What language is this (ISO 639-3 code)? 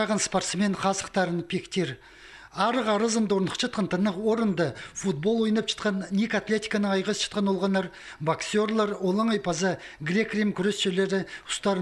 kjh